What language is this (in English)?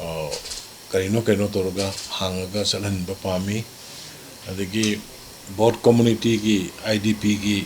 Manipuri